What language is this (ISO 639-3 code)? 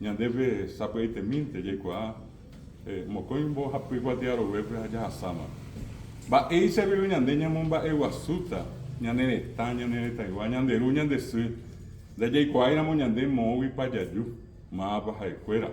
grn